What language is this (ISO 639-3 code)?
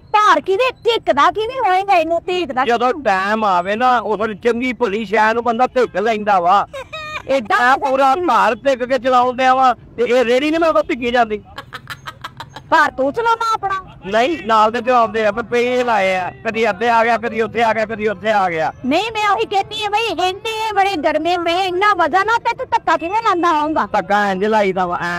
pan